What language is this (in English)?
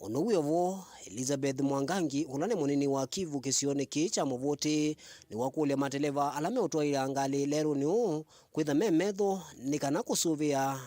Kamba